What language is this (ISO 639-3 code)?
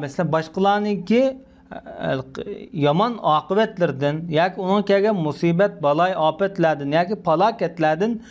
uig